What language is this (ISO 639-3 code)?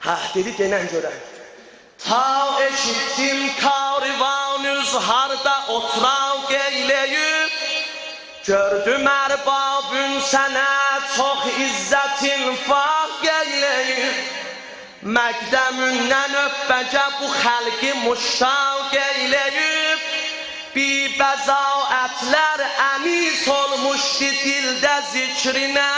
azb